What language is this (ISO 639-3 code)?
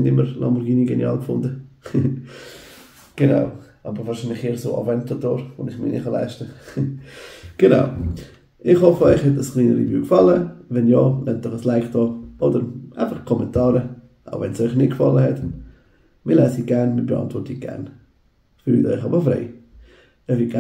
gsw